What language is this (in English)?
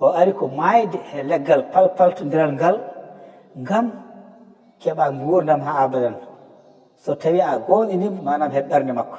Fula